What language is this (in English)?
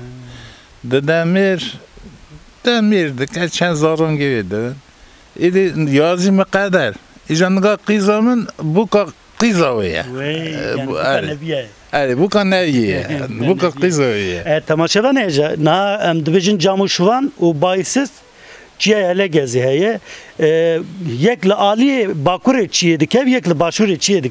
Kurdish